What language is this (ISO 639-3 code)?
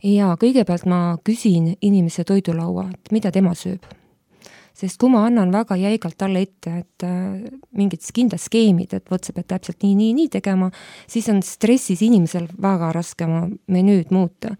est